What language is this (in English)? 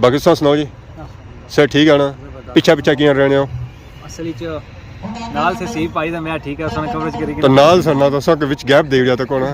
Pahari-Potwari